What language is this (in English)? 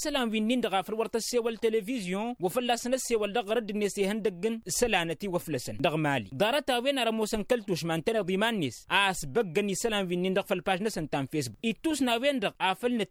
Tamasheq